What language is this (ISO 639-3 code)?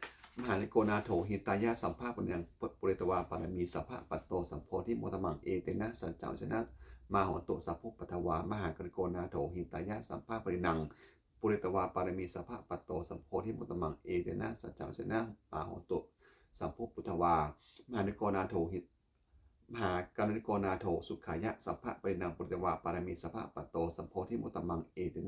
pli